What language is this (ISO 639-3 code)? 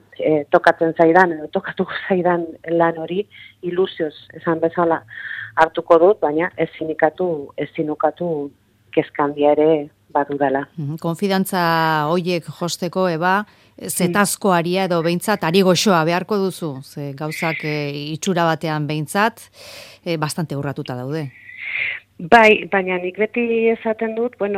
eus